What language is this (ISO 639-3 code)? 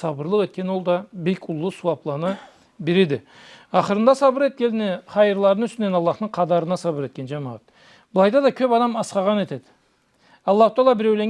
krc